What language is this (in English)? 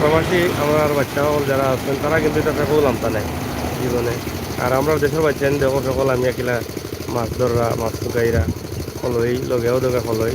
Sylheti